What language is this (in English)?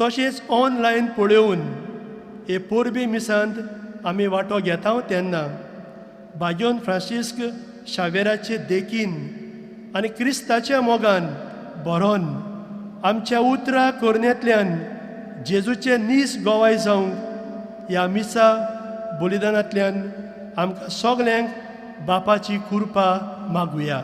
Konkani